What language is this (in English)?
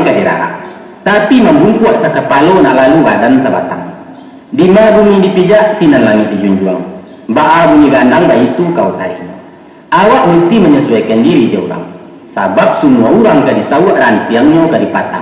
Minangkabau